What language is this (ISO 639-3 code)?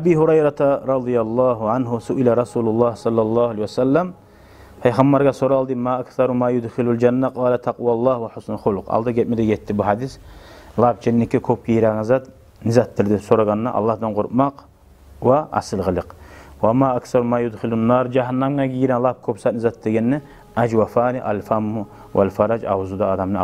kum